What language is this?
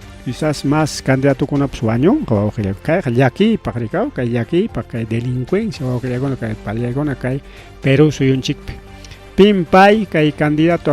Ayacucho Quechua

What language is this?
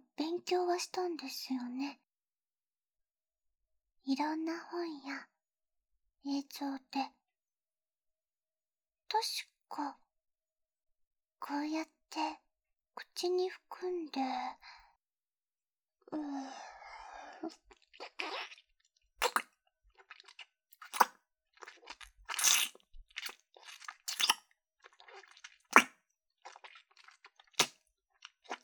Japanese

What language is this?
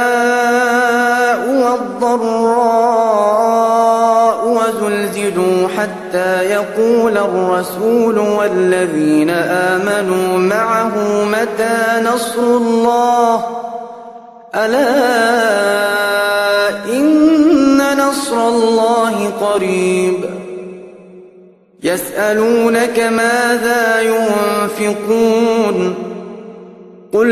Arabic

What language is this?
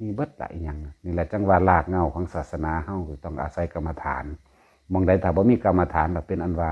Northeastern Thai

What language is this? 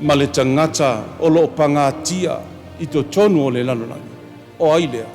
Samoan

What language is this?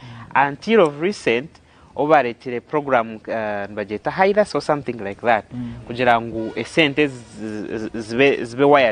Nyankole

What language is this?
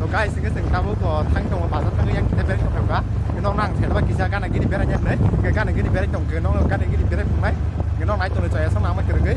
Kok Borok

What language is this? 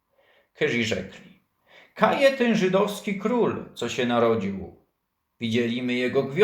Silesian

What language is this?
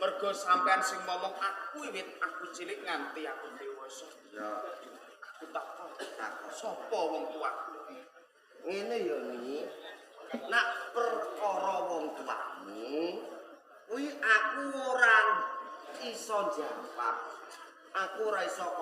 Javanese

